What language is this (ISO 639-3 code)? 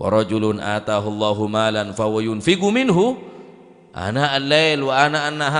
mad